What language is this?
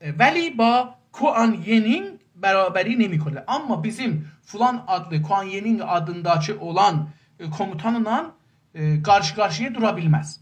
South Azerbaijani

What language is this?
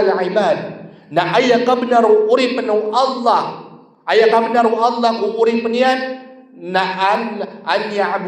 Maranao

